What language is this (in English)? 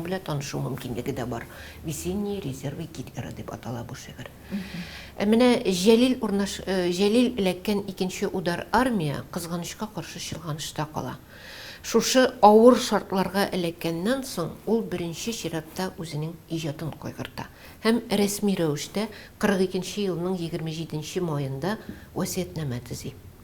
Tatar